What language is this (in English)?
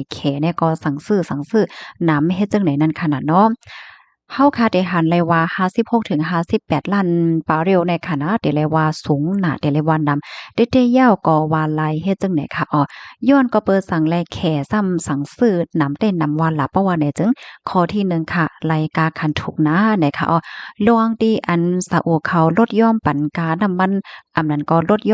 Shan